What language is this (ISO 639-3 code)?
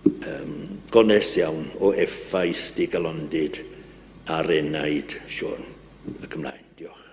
cym